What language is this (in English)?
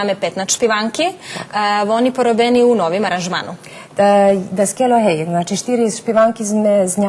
Rusyn